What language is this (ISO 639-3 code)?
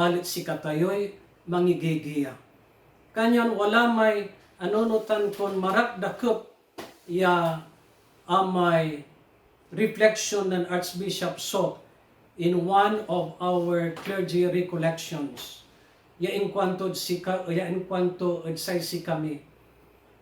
pag